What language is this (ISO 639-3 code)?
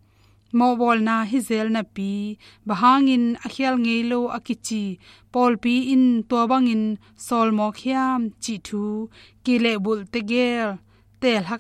ctd